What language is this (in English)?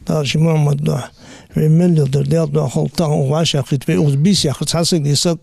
Ingush